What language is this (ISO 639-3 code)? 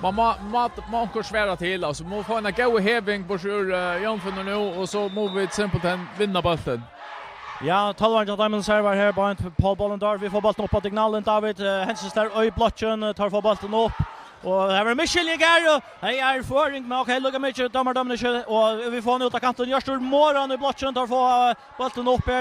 fao